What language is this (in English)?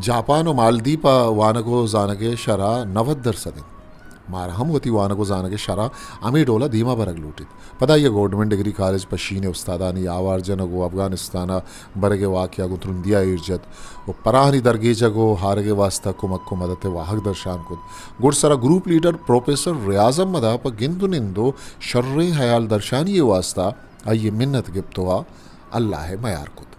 Eastern Balochi